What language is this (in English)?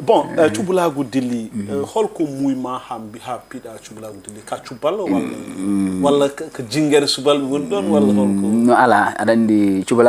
Fula